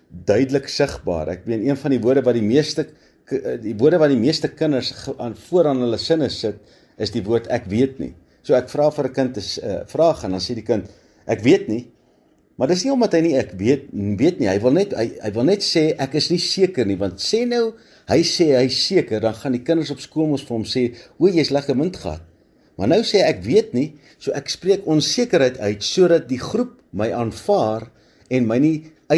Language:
Afrikaans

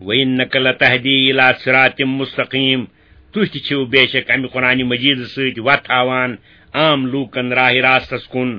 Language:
Kashmiri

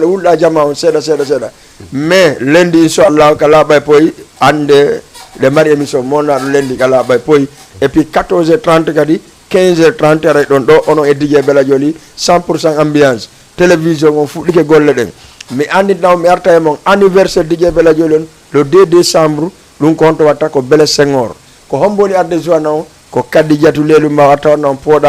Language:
Fula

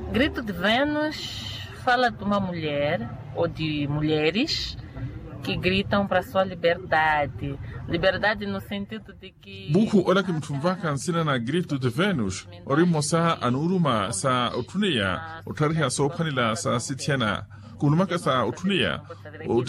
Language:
Makhuwa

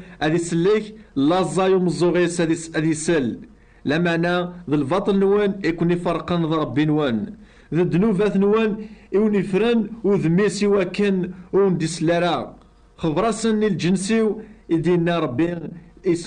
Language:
Kabyle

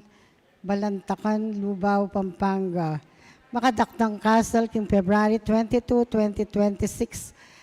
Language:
Pampanga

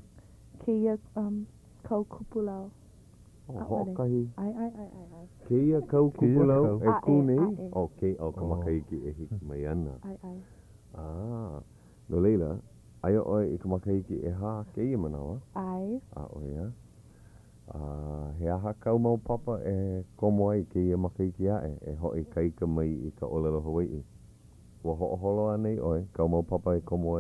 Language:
Hawaiian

